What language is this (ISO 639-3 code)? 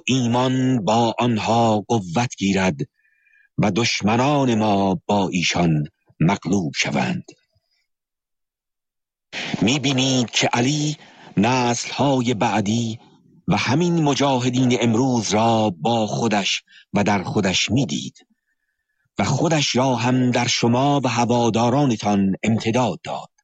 fas